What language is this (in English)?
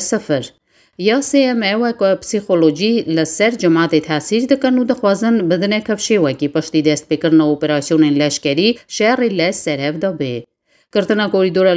Kurdish